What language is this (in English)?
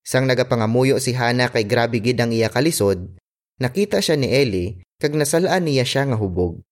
Hiligaynon